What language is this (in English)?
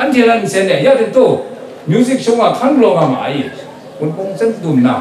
Kachin